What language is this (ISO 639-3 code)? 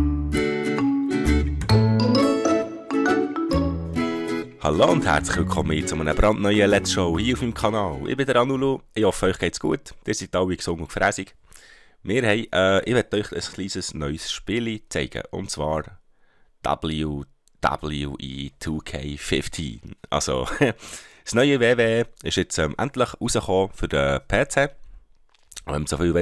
gsw